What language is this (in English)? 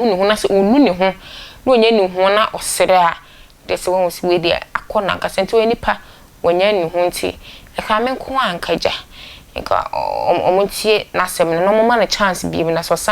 Akan